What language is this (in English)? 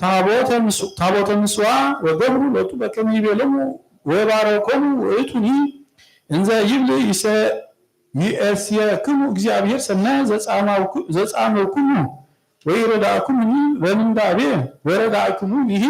Geez